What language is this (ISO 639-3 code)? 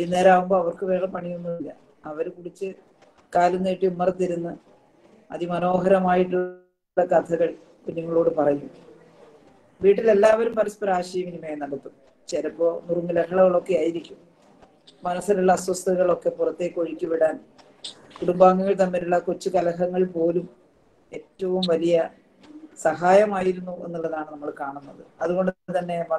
mal